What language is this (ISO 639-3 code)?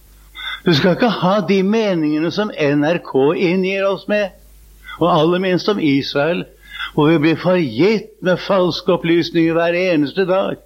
nor